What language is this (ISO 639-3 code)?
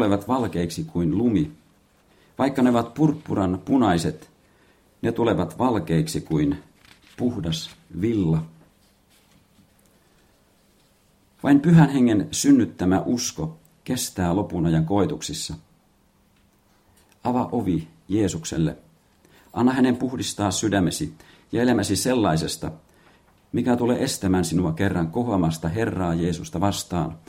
fin